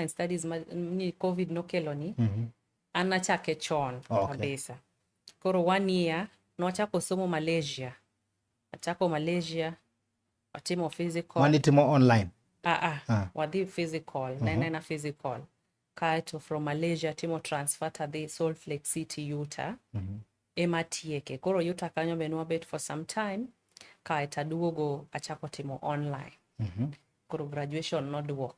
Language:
Luo (Kenya and Tanzania)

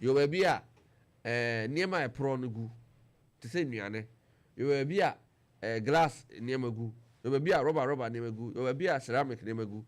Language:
Akan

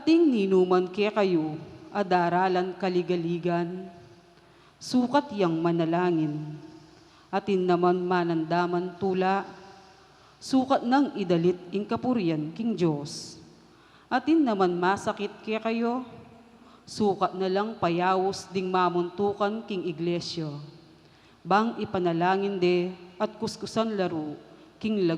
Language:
Pampanga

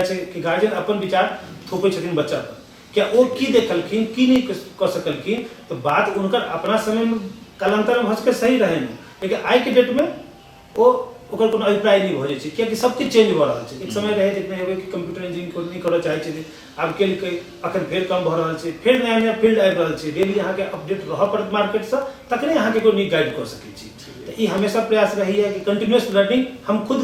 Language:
Maithili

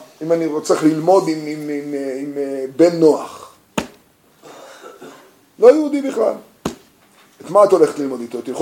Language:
Hebrew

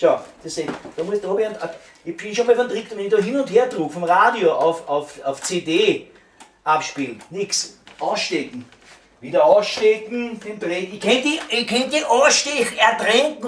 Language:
Bavarian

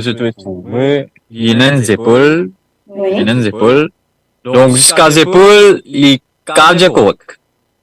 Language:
Morisyen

